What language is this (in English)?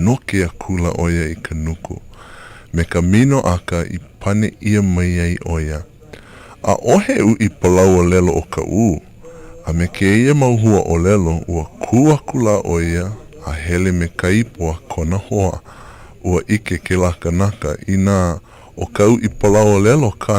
Hawaiian